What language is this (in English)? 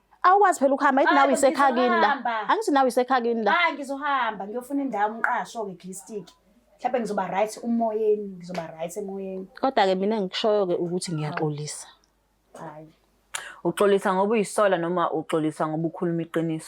Zulu